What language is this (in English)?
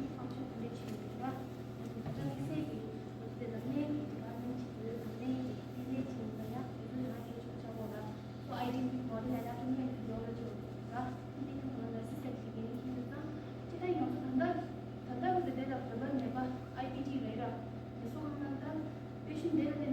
Tibetan